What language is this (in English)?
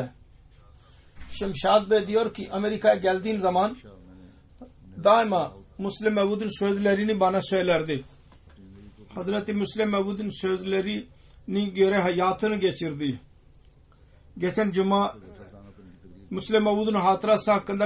Turkish